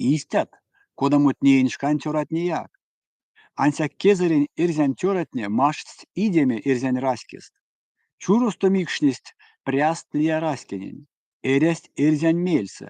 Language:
Erzya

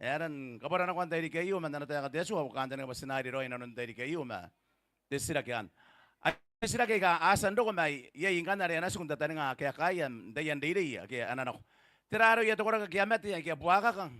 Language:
Gilbertese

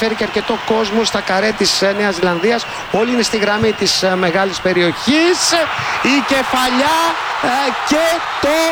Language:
Greek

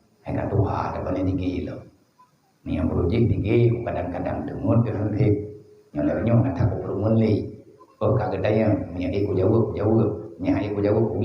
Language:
Achinese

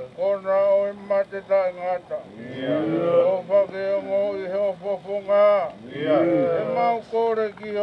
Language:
Tongan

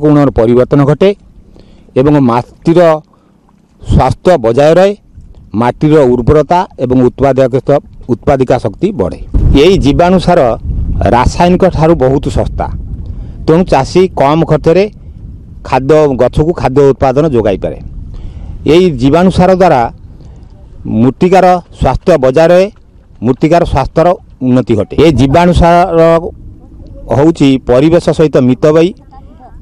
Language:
Odia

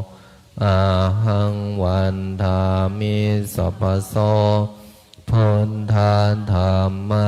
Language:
Pali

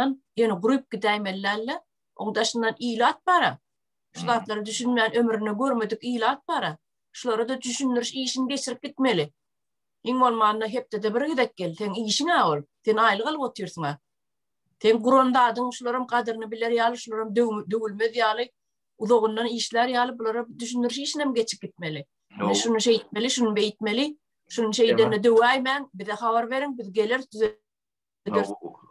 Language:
Turkmen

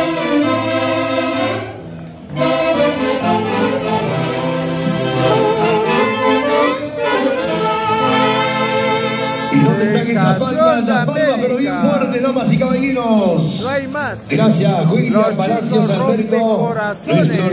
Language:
Spanish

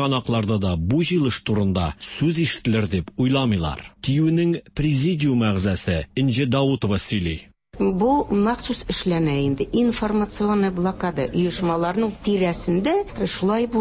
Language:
Tatar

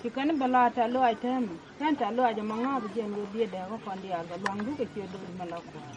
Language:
Nuer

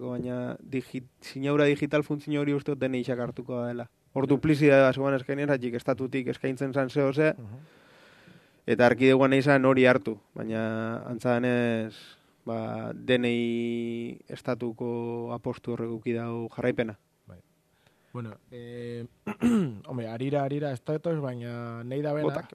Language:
Basque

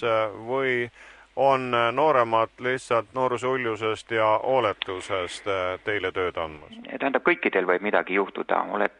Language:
Estonian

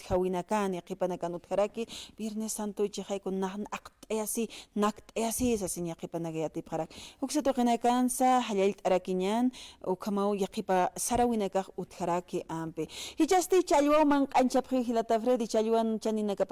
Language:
Aymara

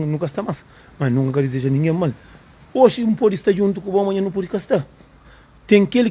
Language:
Kabuverdianu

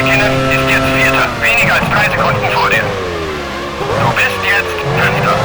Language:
Bavarian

